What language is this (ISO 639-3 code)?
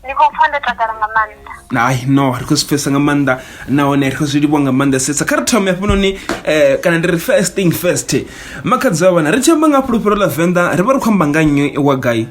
ven